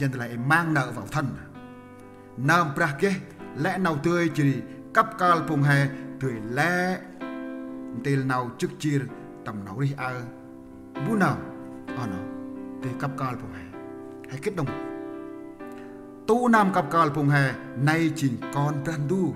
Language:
Central Mnong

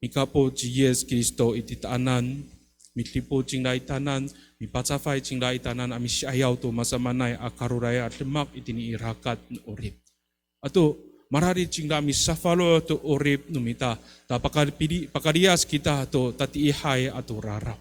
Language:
Amis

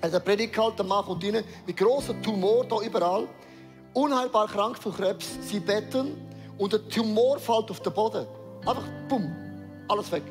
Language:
Swiss German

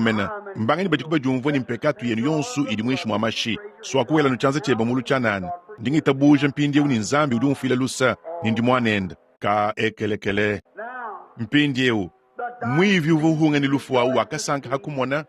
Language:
Luba-Lulua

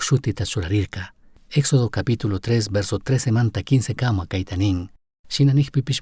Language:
Chimborazo Highland Quichua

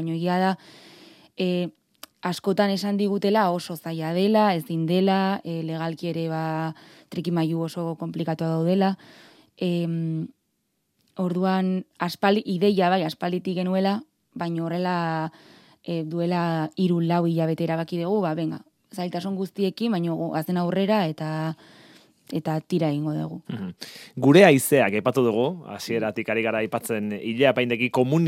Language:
Basque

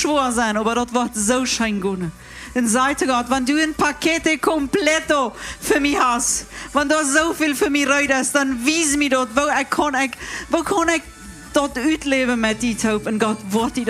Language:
Plautdietsch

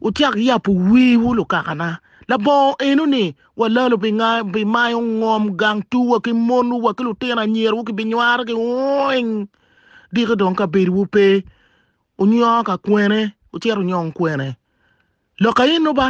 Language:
Acoli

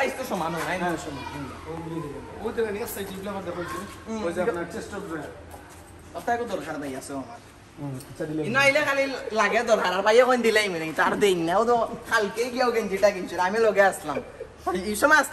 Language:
Sylheti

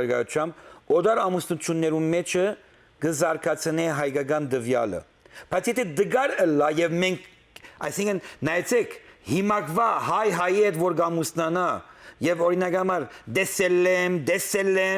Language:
Western Armenian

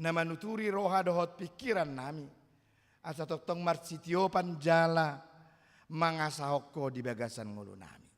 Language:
Batak Toba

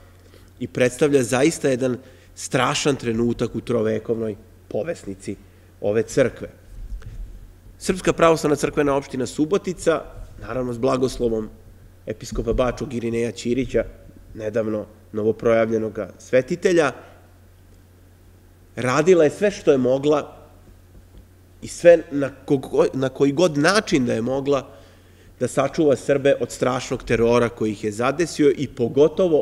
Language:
Serbian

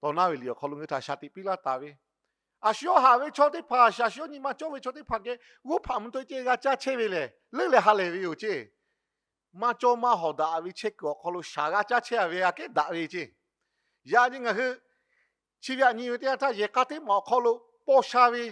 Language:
Lahu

